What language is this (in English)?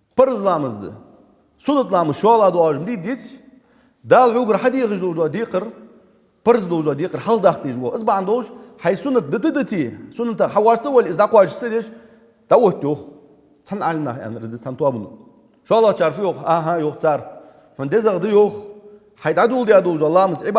Ingush